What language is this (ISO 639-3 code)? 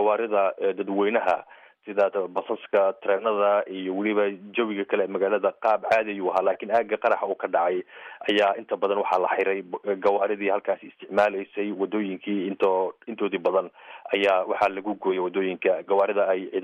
som